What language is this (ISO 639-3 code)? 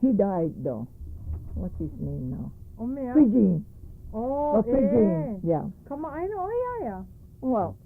haw